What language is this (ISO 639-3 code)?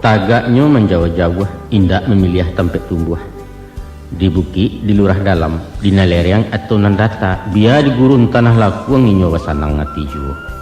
min